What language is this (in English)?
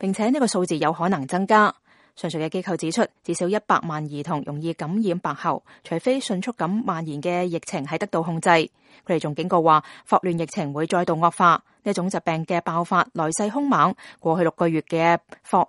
Cantonese